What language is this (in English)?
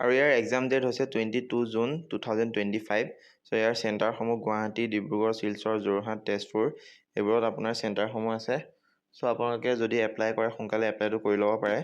Assamese